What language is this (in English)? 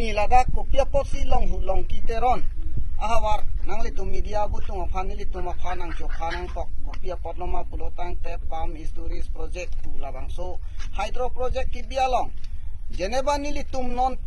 Karbi